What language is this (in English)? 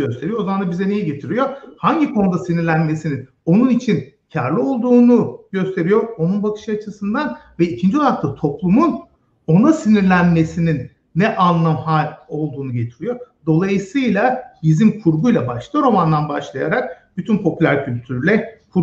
Turkish